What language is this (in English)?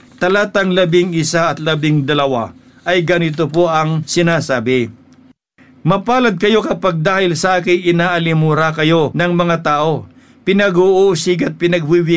Filipino